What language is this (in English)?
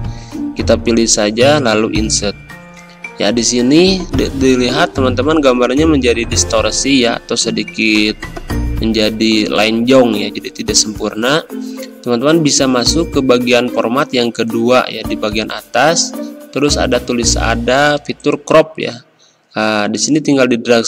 Indonesian